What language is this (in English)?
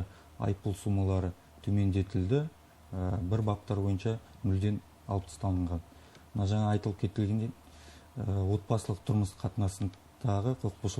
Kazakh